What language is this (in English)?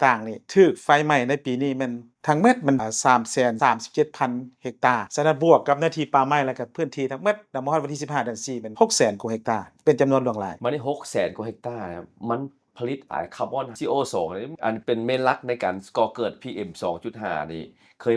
Lao